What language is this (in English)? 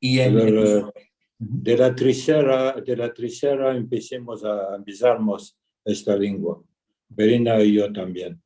Ladino